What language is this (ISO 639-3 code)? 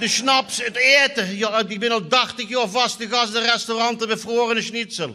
lim